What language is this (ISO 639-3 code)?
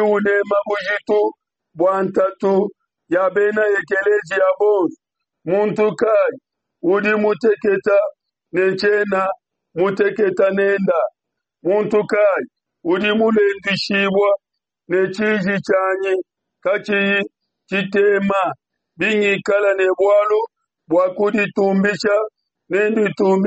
lua